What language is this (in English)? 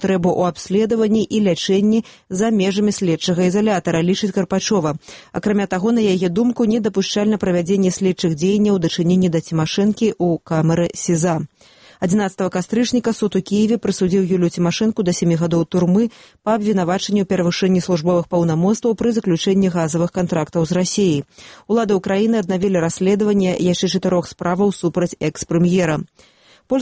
Belarusian